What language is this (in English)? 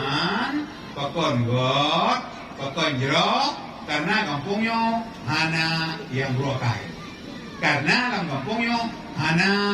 Achinese